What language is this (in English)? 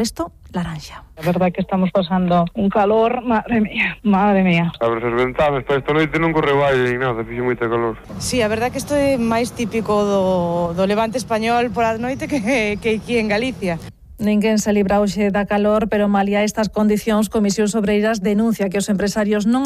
Galician